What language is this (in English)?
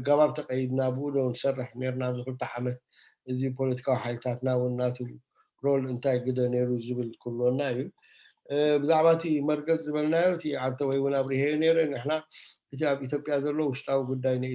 Tigrinya